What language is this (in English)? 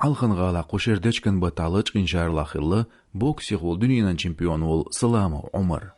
Chechen